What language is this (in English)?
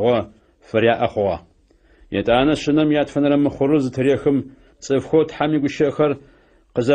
Adyghe